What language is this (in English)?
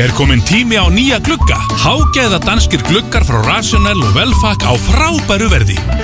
Icelandic